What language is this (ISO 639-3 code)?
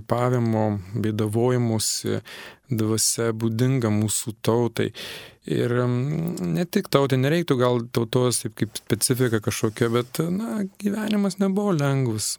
lit